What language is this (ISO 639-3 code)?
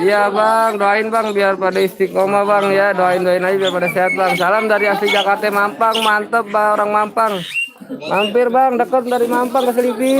bew